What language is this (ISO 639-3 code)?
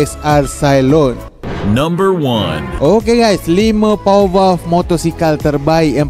msa